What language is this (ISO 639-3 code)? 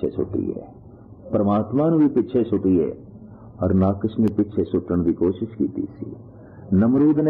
pan